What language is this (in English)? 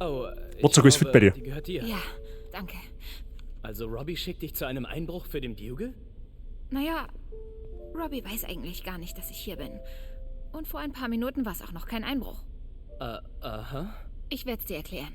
Bavarian